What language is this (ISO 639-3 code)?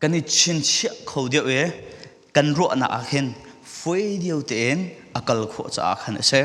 cfm